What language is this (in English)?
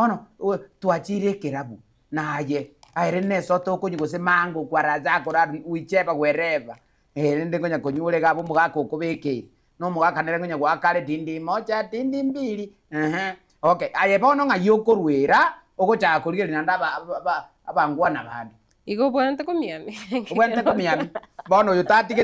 Gusii